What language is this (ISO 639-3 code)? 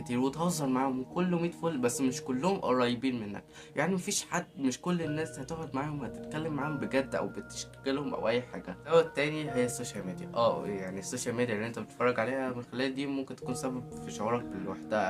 arz